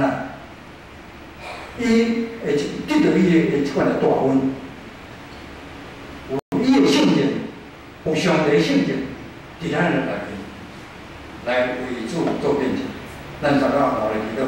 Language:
Min Nan Chinese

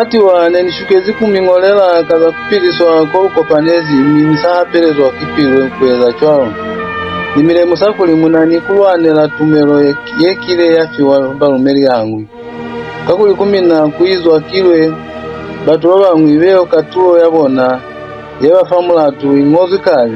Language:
Lozi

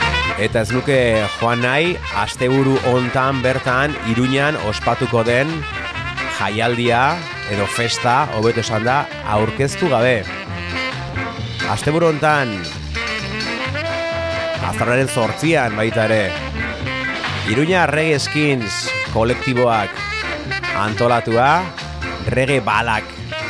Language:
Basque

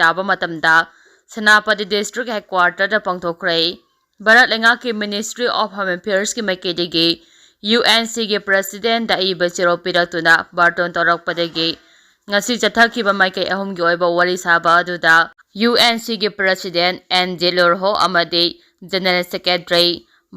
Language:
Manipuri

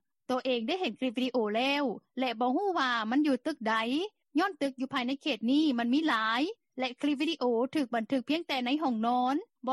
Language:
Lao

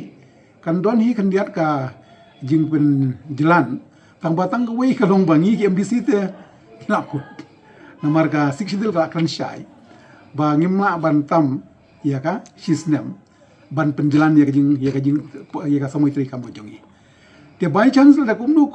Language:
Khasi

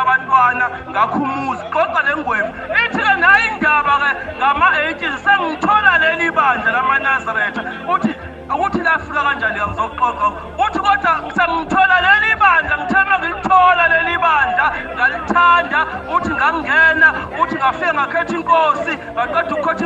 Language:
Zulu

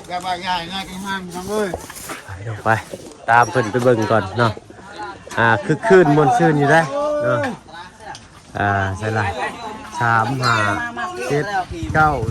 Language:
Lao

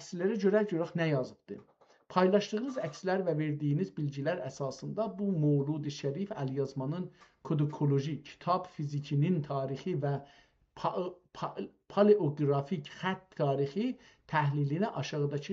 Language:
South Azerbaijani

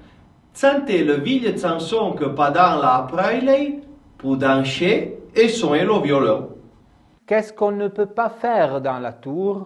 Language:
Arpitan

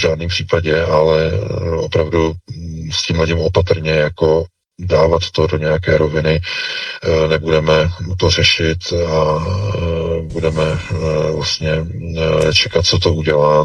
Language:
Czech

